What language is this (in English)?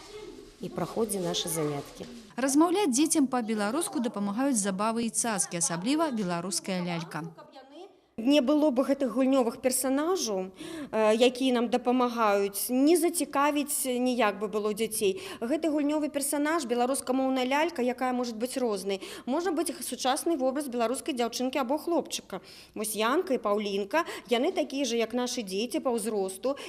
Belarusian